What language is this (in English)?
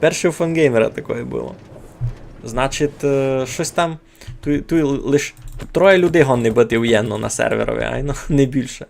Rusyn